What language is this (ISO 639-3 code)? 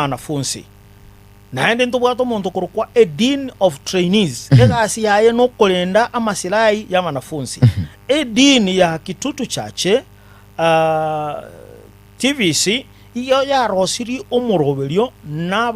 guz